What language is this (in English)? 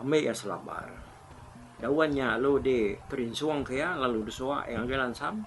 Iban